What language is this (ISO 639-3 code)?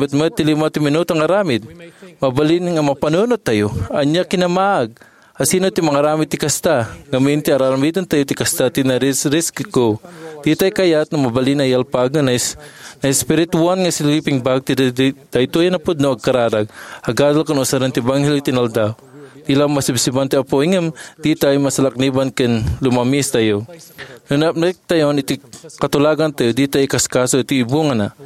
ilo